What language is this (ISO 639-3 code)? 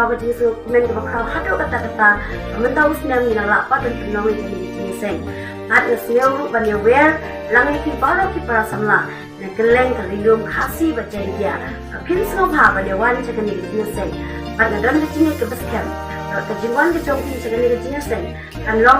kha